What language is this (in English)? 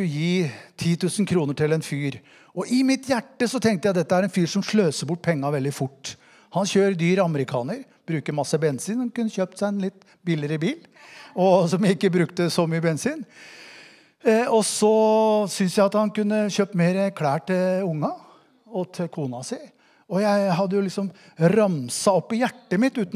Norwegian